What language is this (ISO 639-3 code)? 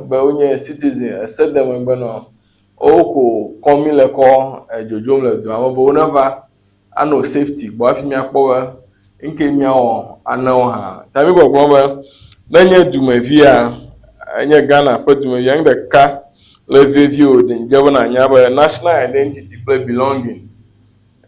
ewe